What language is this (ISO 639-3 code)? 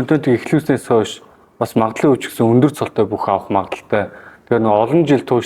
mon